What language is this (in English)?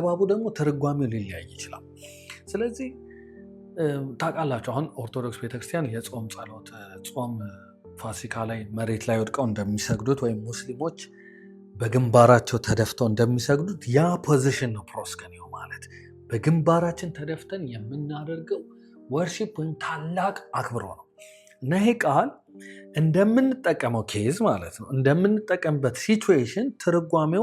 Amharic